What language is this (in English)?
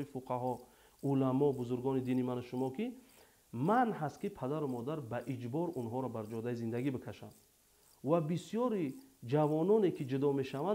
Tajik